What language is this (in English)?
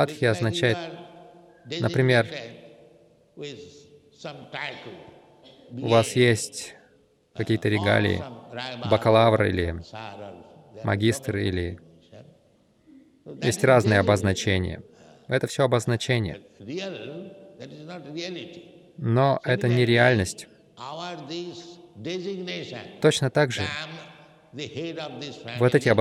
Russian